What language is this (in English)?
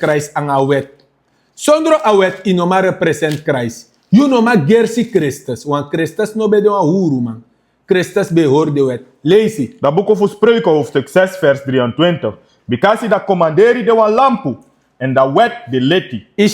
Sranan Tongo